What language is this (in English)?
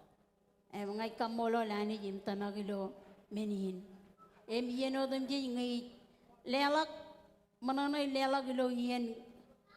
Marshallese